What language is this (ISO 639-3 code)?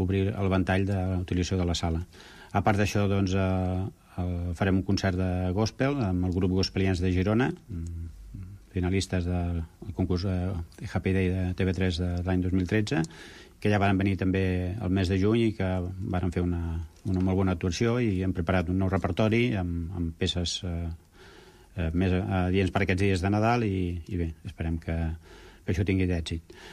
cat